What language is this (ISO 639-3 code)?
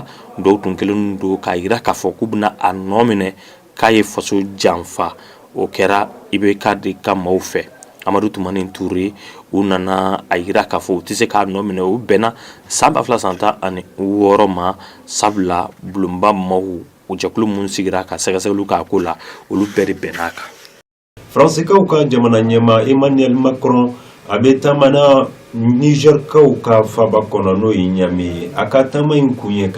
bam